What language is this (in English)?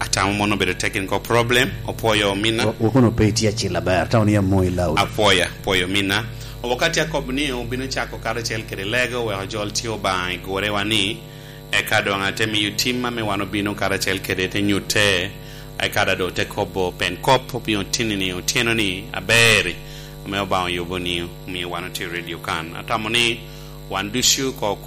Lango (Uganda)